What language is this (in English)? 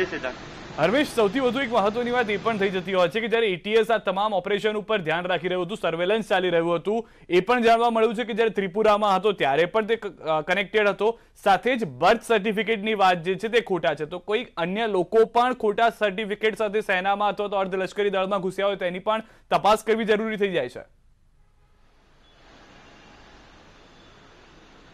Gujarati